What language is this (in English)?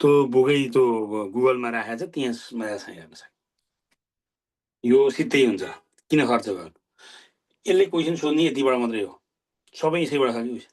Nepali